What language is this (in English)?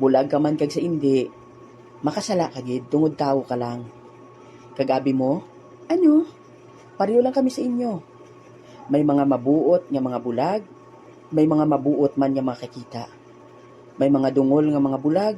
Hiligaynon